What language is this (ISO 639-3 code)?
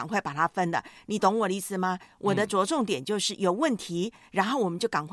zho